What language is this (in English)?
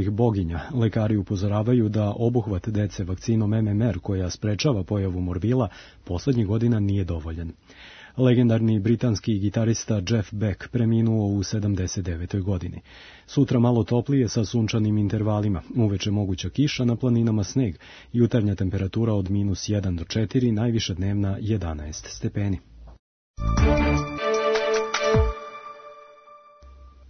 Serbian